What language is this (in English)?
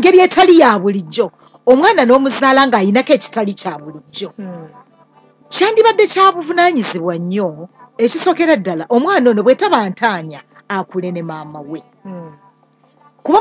Ganda